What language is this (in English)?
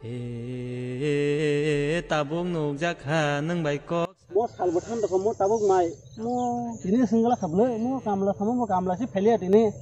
Kok Borok